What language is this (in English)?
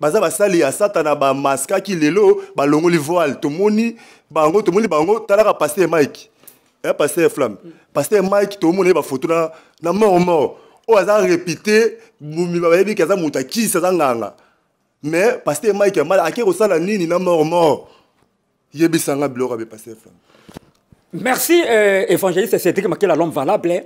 Lingala